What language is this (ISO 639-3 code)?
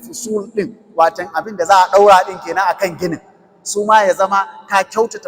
hau